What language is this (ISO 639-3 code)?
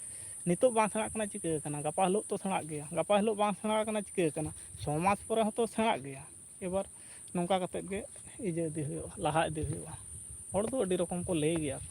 sat